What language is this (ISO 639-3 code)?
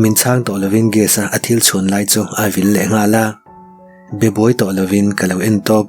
lus